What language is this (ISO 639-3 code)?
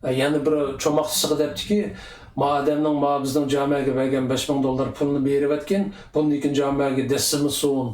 uig